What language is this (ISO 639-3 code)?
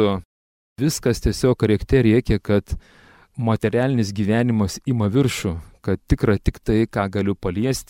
lit